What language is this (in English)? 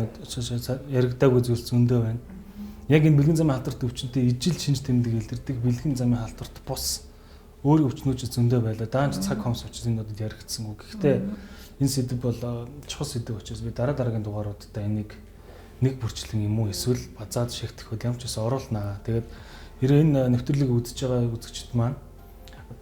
Mongolian